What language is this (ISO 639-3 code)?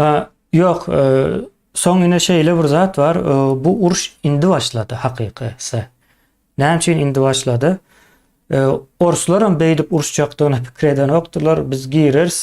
tuk